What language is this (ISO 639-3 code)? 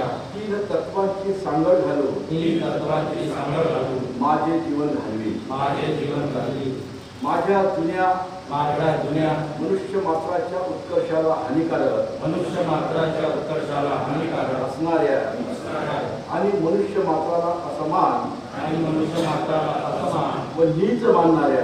mar